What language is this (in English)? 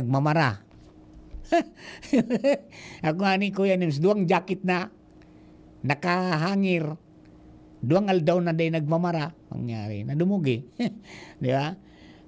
Bikol